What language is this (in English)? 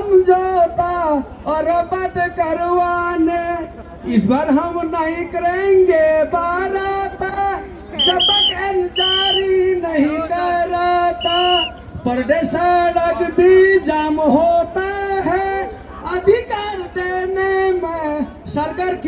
Nepali